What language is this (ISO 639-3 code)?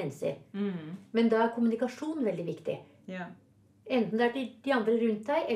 nor